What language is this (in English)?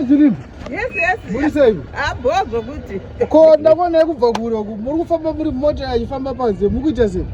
Shona